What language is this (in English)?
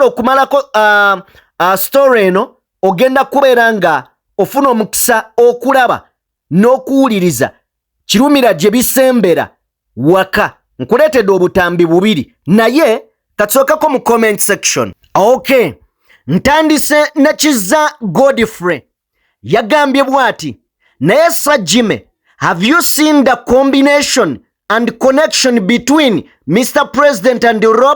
Ganda